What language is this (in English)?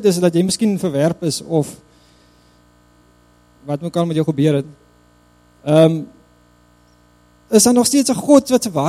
Afrikaans